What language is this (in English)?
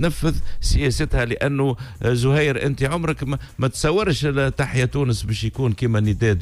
Tunisian Arabic